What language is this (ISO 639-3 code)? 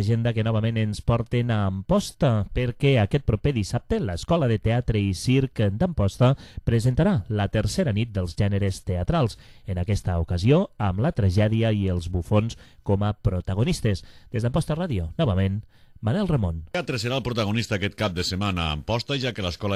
cat